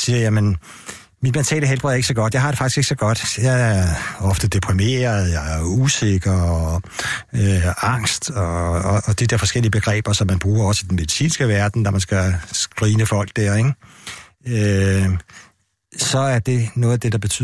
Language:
Danish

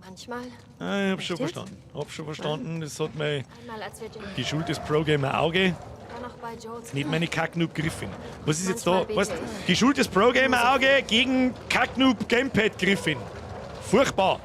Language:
Bavarian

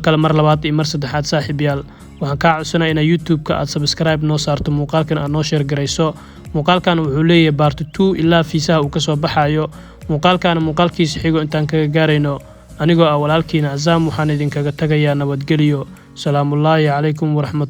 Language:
Somali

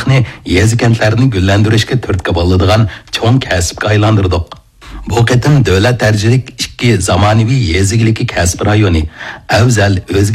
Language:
Uyghur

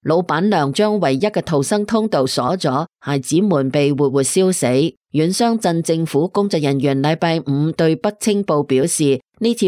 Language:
Cantonese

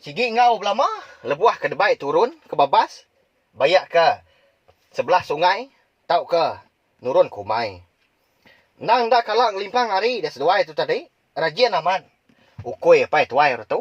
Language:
Iban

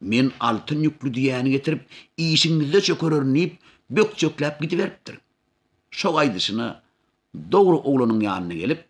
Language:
Turkmen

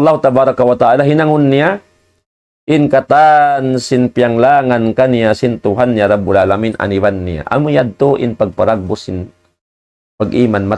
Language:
Tausug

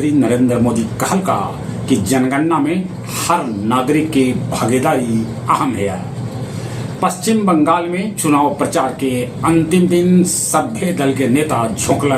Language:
Magahi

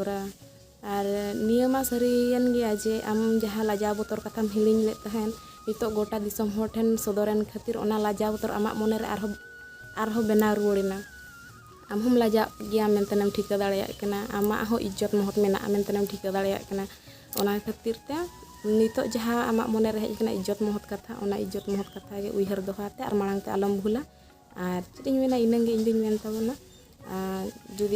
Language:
Santali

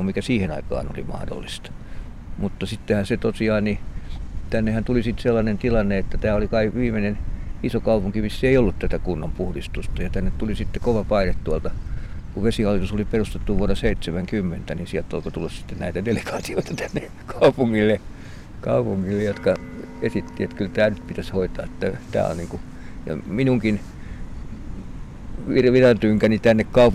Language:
Finnish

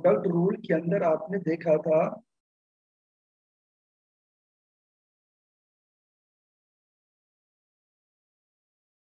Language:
Hindi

